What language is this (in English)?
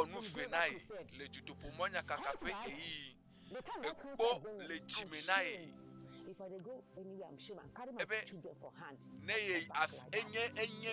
Ewe